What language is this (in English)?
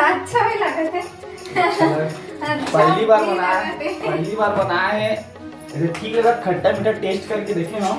Chhattisgarhi